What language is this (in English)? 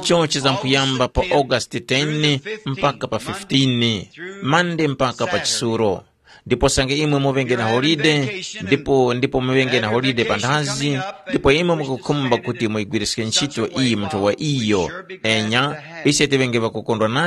Tumbuka